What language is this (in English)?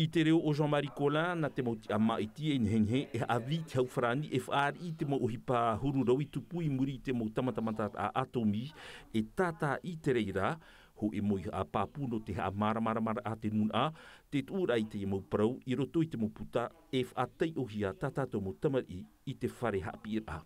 Tahitian